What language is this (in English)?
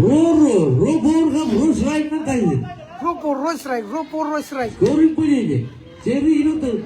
Marshallese